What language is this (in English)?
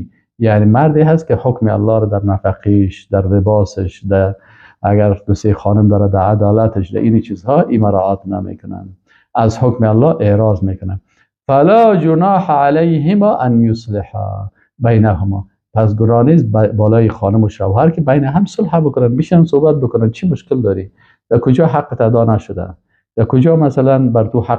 Persian